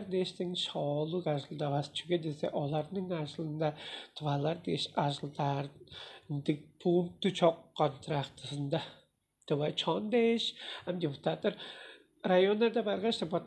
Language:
Tuvinian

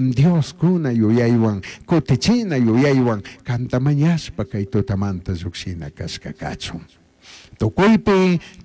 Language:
Chimborazo Highland Quichua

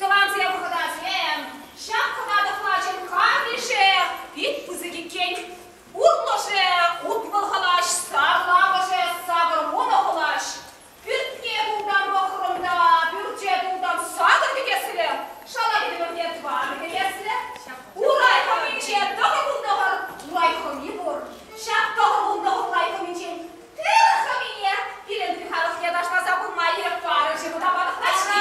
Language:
Chuvash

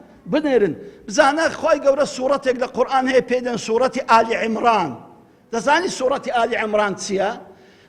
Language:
Central Kurdish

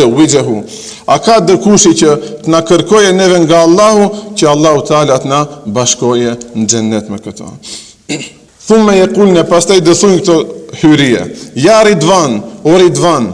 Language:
Albanian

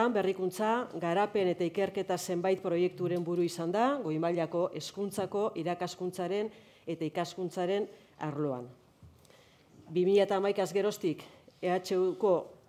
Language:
Basque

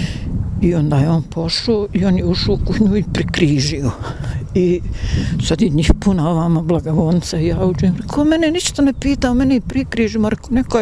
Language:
Bosnian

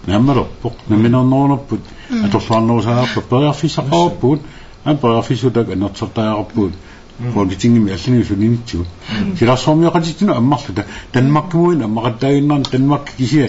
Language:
Kalaallisut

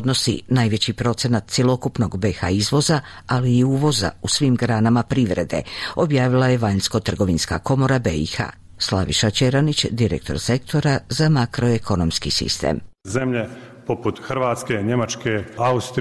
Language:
Bosnian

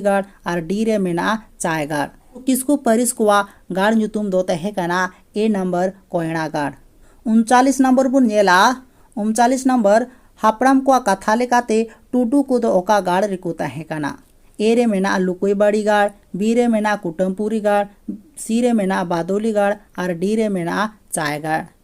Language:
Santali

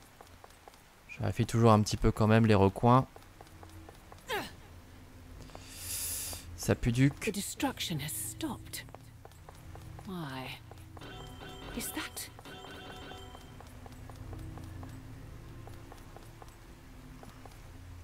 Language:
French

